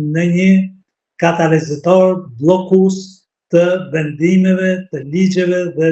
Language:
Albanian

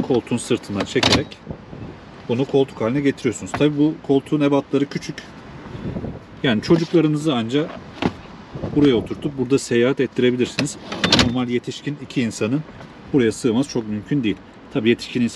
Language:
Turkish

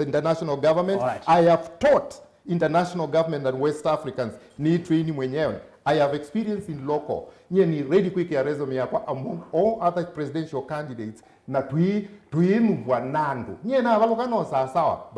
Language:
Kamba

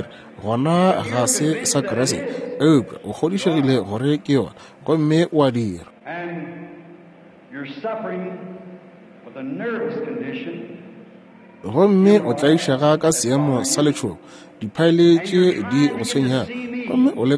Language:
Northern Sotho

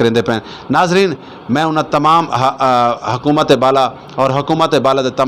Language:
Saraiki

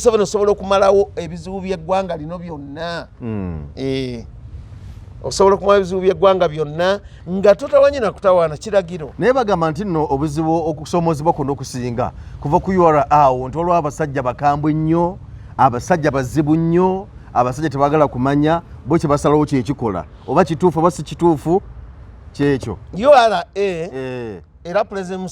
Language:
Ganda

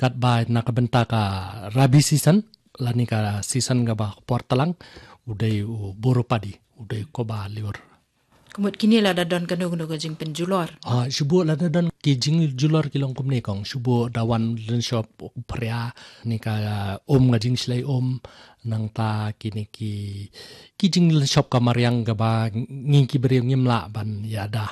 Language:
Khasi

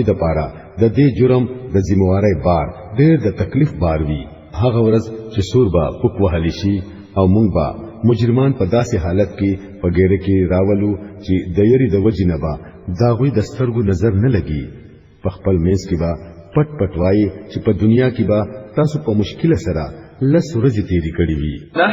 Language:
Pashto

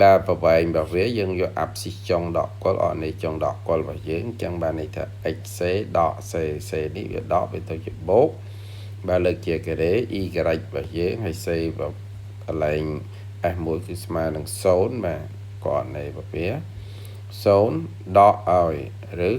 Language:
Khmer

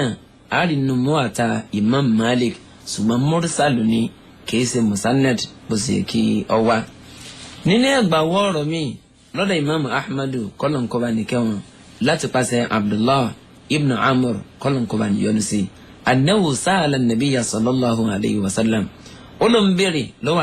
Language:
Yoruba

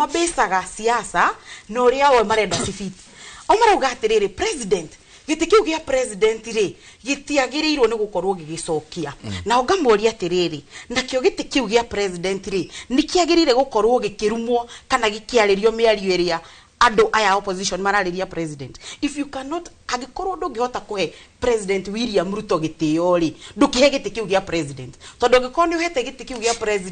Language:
Kikuyu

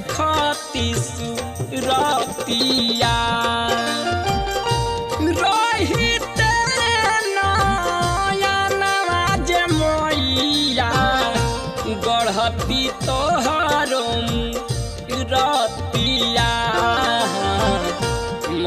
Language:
Bhojpuri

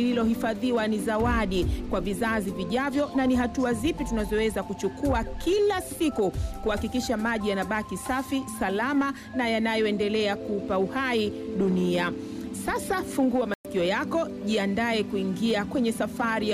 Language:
Swahili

